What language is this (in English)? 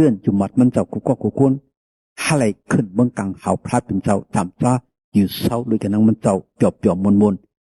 Shan